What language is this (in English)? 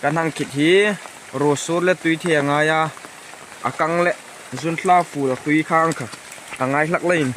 Hmar